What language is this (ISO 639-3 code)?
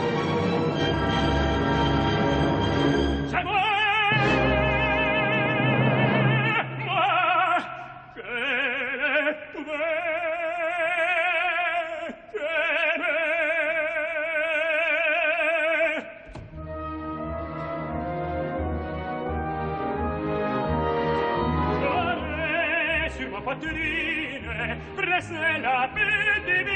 fra